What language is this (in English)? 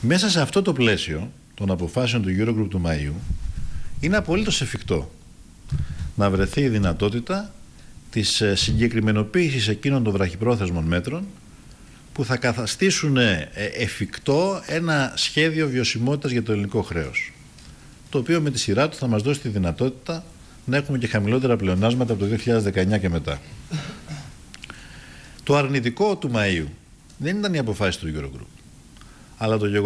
Greek